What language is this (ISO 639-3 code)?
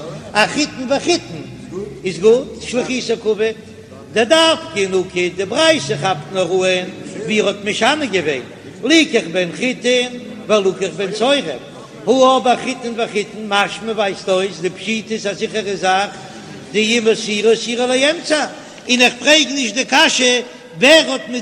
yid